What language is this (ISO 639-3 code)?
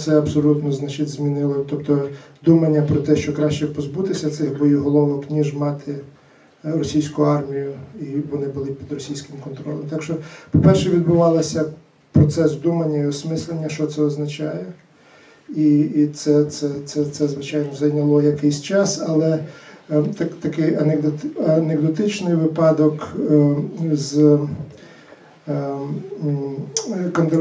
ukr